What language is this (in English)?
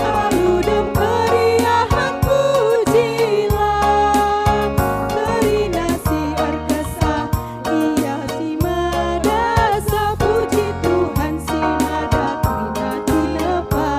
Batak Karo